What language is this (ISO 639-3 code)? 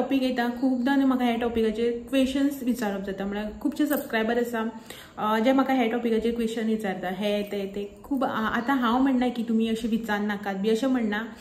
kok